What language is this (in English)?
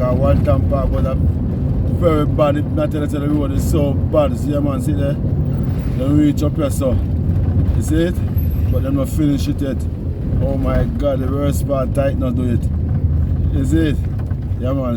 Jamaican Creole English